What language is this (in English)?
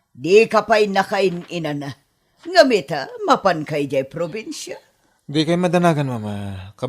Iloko